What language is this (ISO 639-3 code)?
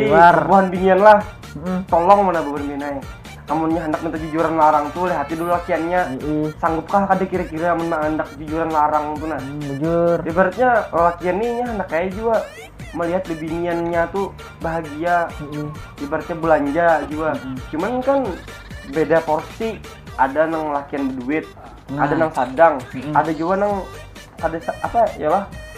bjn